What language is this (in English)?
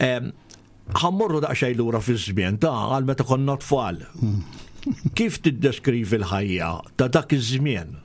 Maltese